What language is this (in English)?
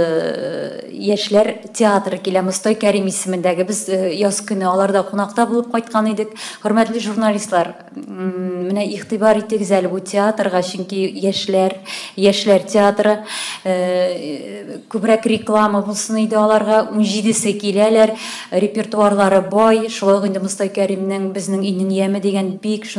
Tatar